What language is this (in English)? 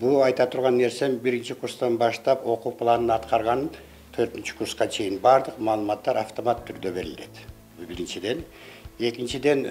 Kyrgyz